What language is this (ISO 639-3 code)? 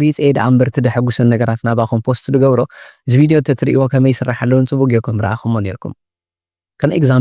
tir